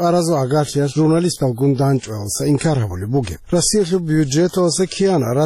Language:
Avaric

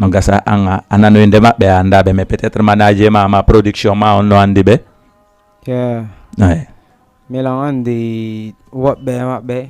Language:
Fula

